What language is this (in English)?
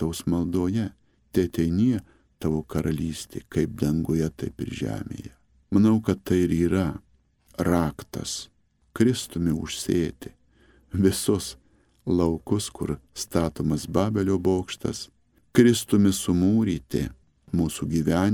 Lithuanian